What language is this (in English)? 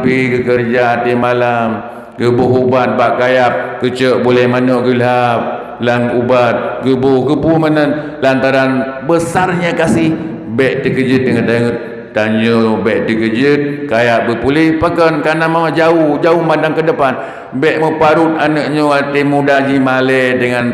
Achinese